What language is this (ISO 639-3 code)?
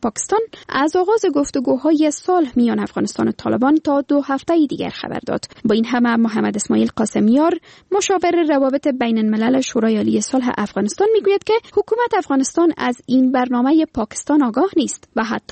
fas